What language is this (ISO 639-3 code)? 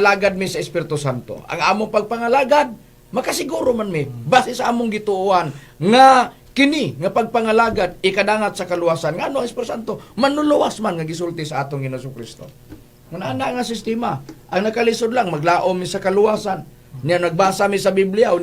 ceb